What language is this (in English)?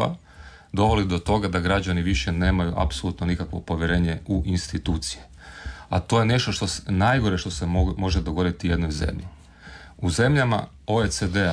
Croatian